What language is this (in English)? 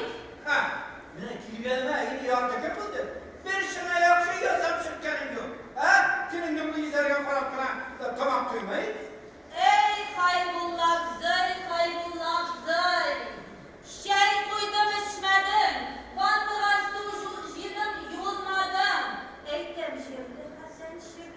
Tatar